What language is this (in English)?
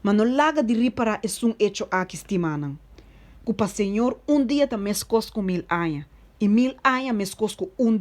Papiamento